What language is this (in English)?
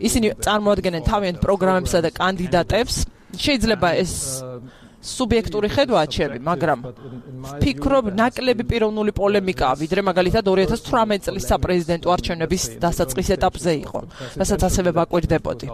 Georgian